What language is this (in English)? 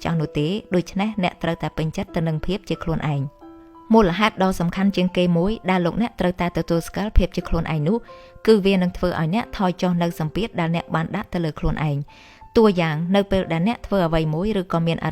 Khmer